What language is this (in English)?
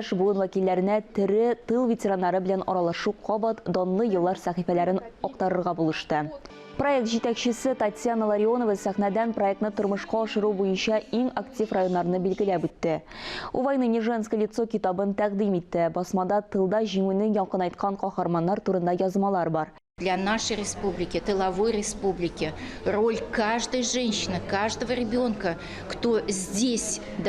Tatar